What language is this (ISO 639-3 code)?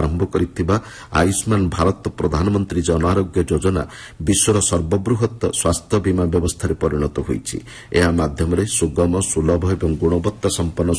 ori